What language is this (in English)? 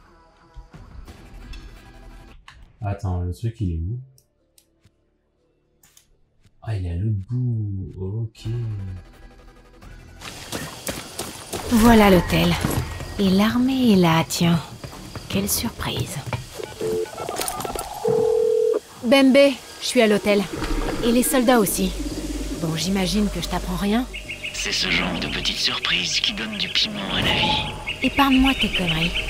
French